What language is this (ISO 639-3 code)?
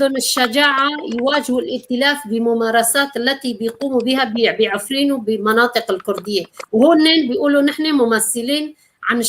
apc